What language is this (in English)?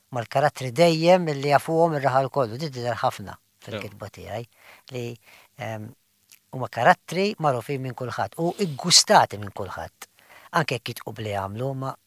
Maltese